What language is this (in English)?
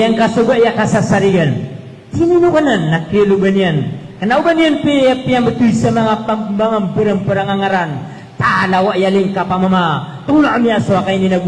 Maranao